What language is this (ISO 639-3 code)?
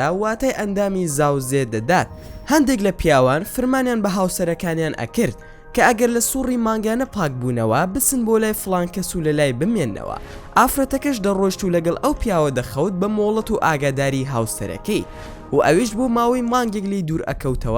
ckb